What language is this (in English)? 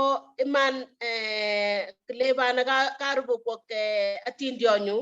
Kalenjin